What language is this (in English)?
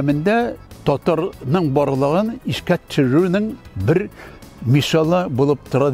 Tatar